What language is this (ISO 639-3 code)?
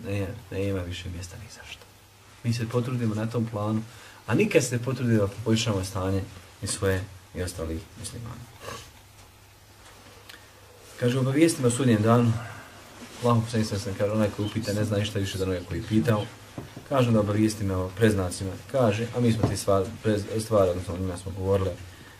bos